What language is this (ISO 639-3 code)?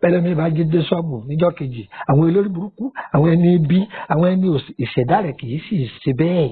yor